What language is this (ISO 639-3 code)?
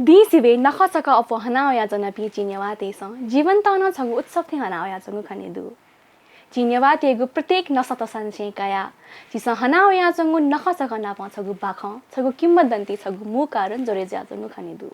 new